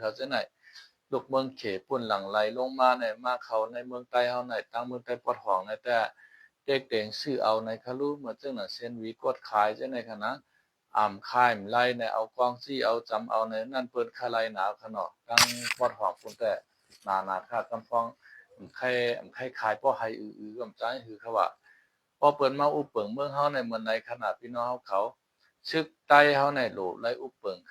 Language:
Shan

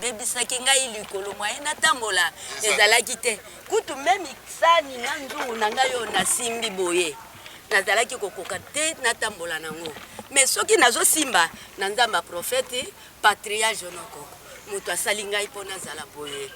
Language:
Lingala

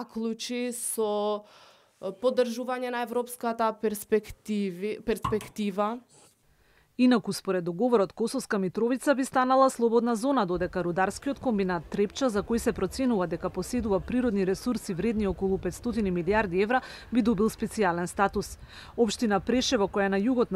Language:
Macedonian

